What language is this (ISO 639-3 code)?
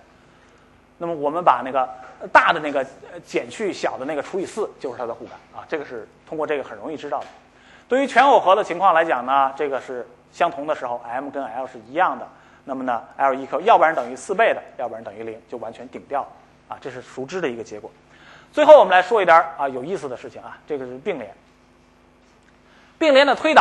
zho